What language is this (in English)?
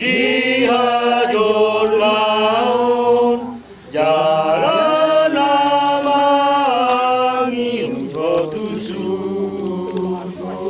Batak Toba